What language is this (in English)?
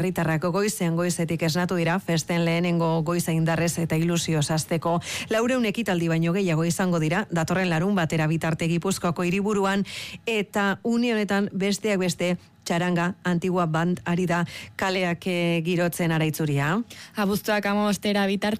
Basque